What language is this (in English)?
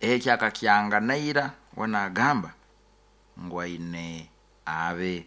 Nyoro